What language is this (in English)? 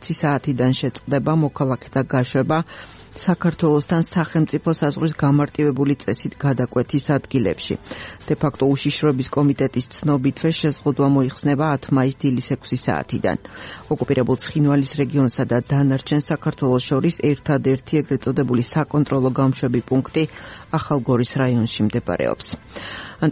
Georgian